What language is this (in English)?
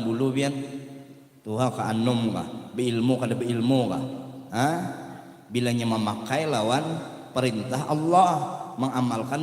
Banjar